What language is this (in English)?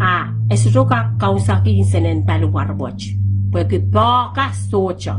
Pohnpeian